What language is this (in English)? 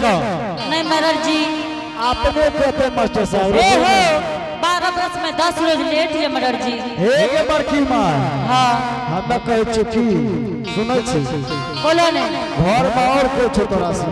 Angika